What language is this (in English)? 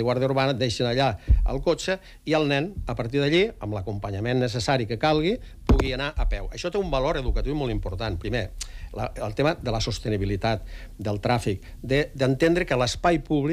Catalan